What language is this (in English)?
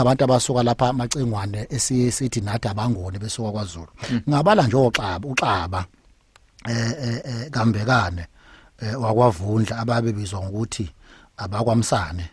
Zulu